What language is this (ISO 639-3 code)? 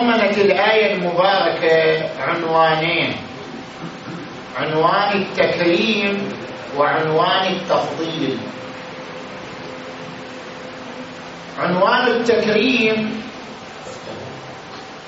ara